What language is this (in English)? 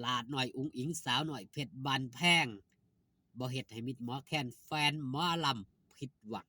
Northeastern Thai